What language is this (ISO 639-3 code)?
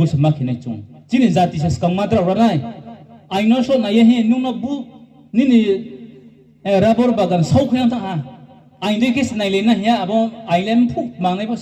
ria